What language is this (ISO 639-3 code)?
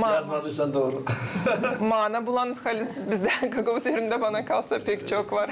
gag